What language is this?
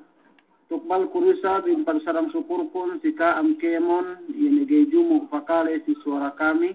Yakan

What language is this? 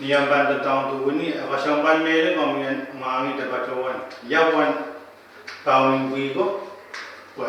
Pohnpeian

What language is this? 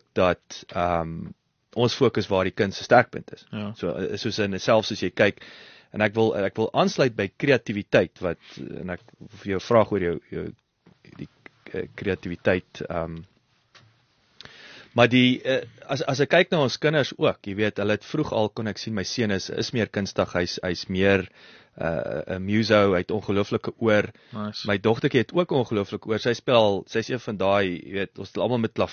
Afrikaans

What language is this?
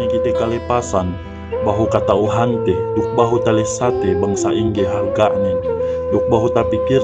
Yakan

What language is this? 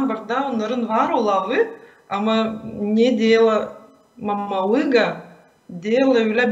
Gagauz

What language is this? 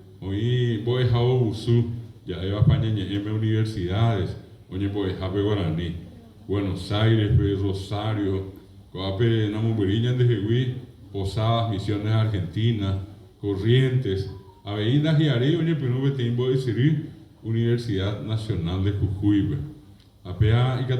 Guarani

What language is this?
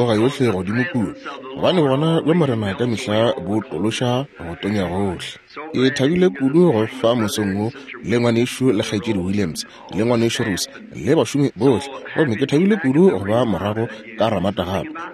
Northern Sotho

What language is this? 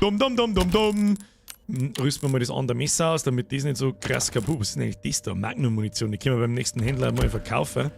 Bavarian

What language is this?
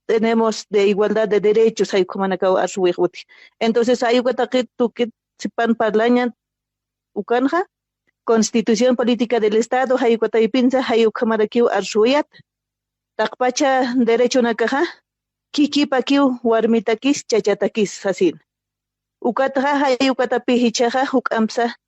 Aymara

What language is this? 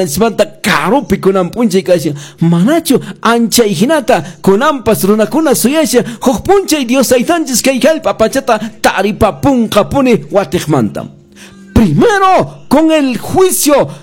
Quechua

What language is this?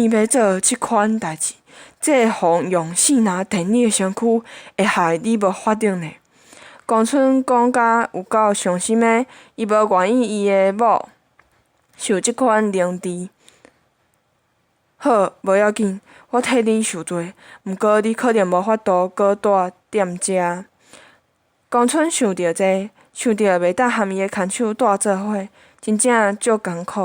Min Nan Chinese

